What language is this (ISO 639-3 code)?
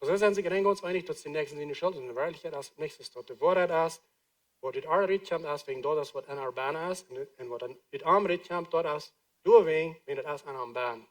pdt